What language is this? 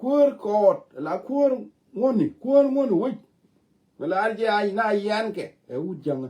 Nuer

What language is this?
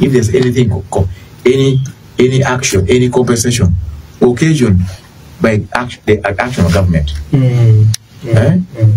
Acoli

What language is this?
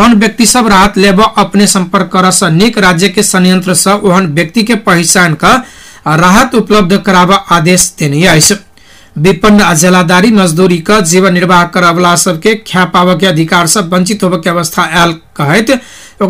Maithili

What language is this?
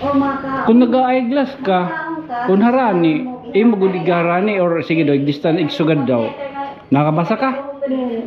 Waray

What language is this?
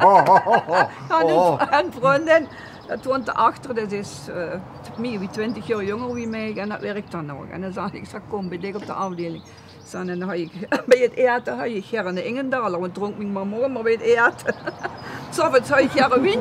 Limburgish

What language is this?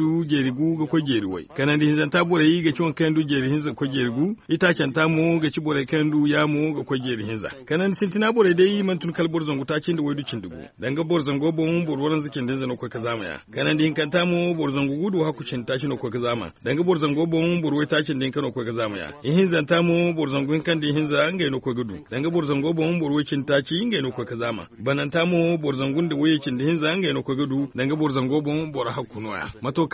Zarma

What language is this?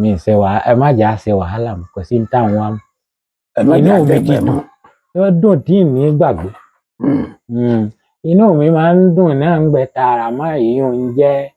Yoruba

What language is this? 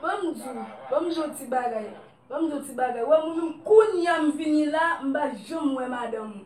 Haitian Creole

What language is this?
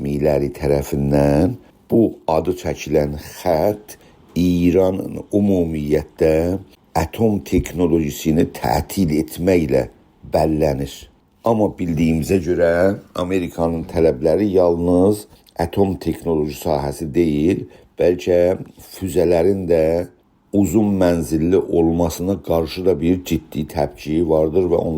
South Azerbaijani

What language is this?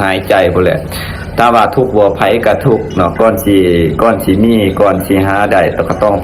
Lao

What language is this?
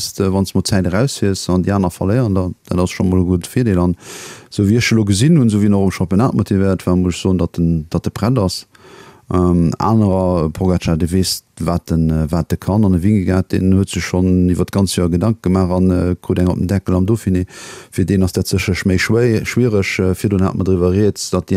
Luxembourgish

